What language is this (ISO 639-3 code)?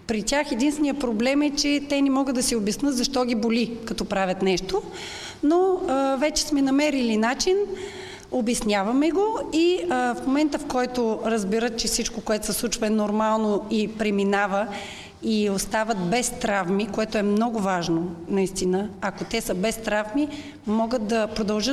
bul